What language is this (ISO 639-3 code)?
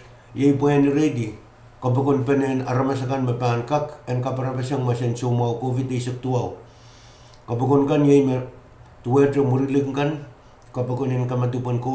pon